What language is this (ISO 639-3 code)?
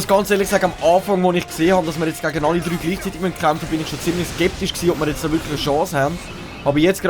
gsw